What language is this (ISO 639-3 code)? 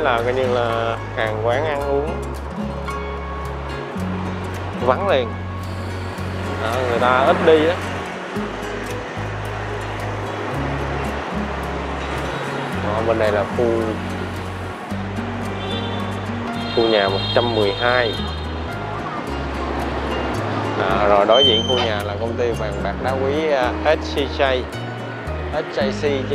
vie